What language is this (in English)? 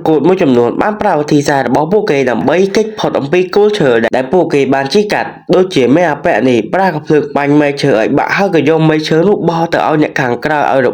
Khmer